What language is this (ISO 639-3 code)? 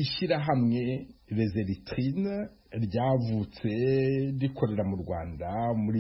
kin